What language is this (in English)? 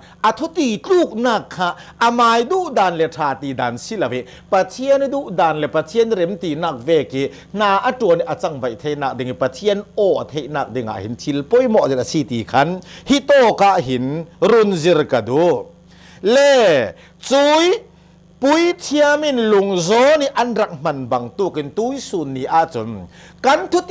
Hakha Chin